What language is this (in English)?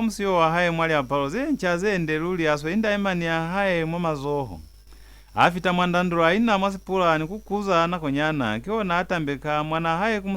Lozi